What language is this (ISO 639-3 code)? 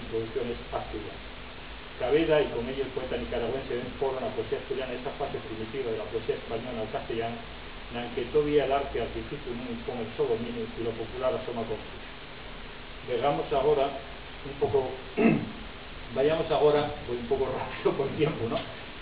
ast